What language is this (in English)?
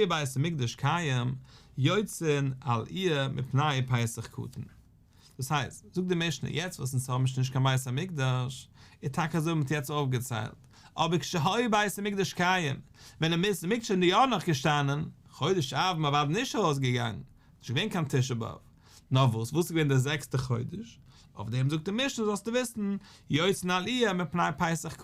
Yiddish